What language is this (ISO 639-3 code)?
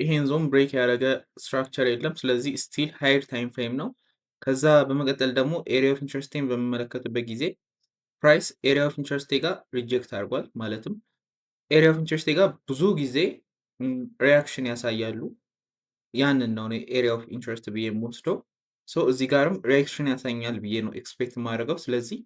amh